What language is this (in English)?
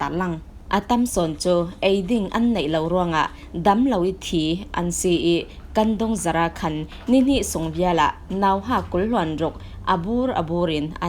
Falam Chin